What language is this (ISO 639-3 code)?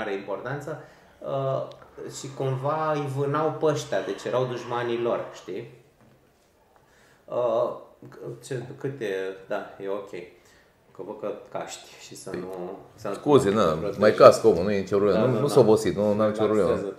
ron